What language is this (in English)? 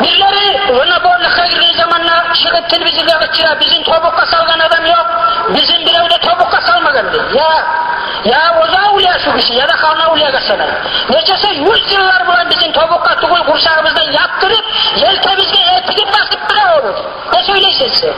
Kumyk